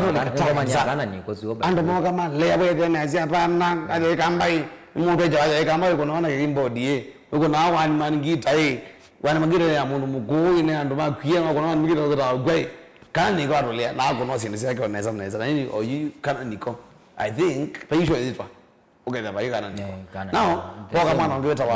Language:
Kamba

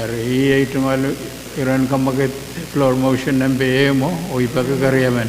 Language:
Pohnpeian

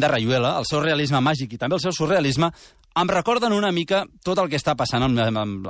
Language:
Catalan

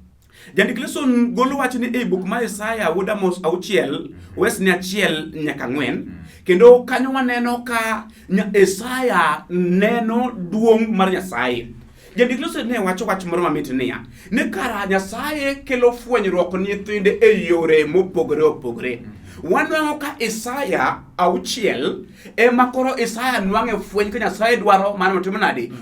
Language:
Luo (Kenya and Tanzania)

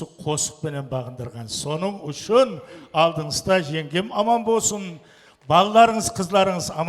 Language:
Kara-Kalpak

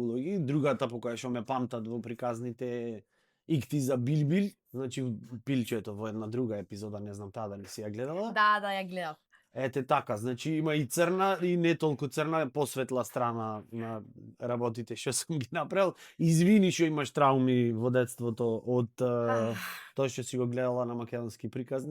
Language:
Macedonian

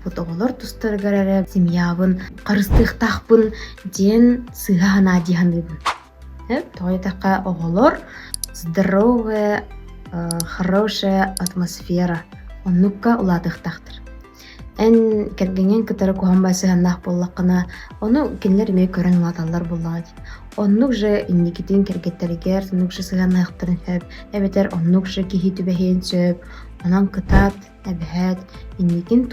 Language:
Yakut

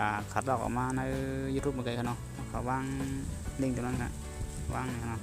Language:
Shan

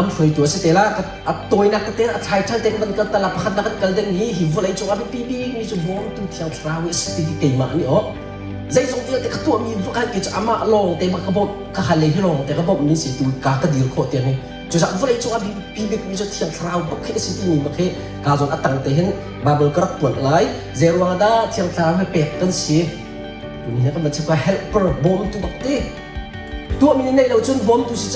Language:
Hakha Chin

